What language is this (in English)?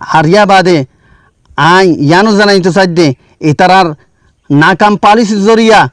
Rohingya